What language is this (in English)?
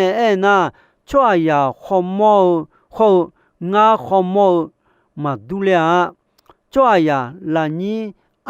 Akha